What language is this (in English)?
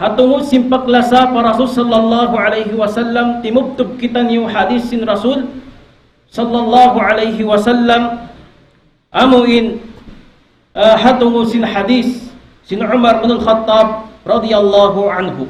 Tausug